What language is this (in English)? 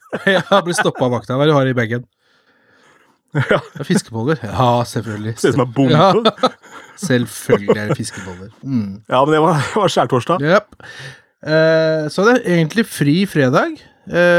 Norwegian